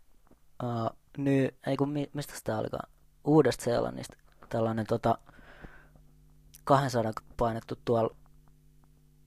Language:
Finnish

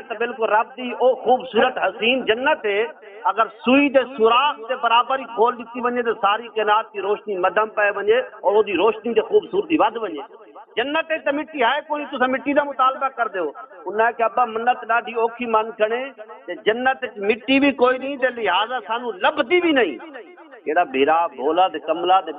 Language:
Saraiki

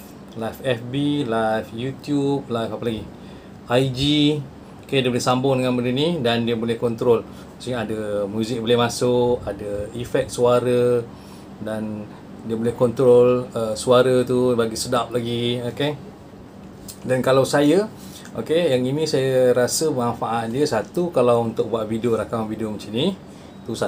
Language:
Malay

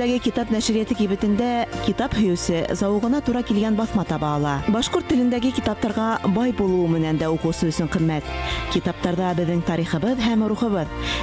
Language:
Bashkir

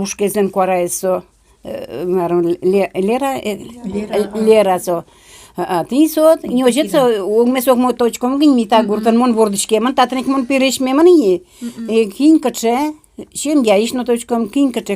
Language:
Udmurt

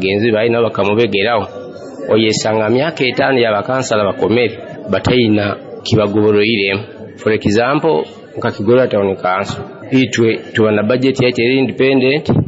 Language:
Nyoro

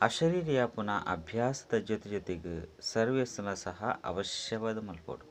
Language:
Tulu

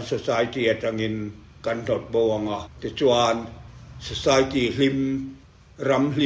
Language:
Mizo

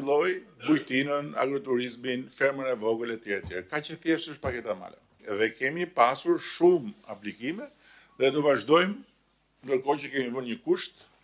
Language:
Albanian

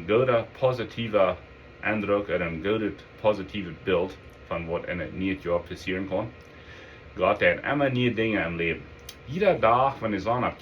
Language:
Plautdietsch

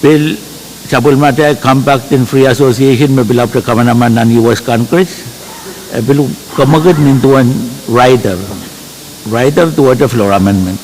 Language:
Pohnpeian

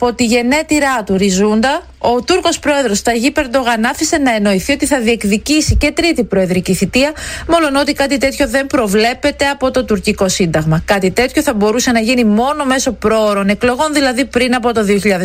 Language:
Greek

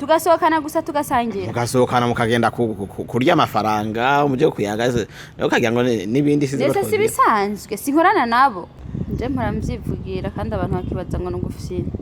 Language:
Rundi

